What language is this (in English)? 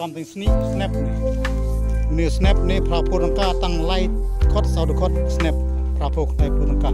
Khasi